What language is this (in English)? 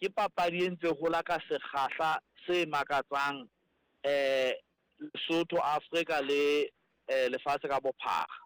Southern Sotho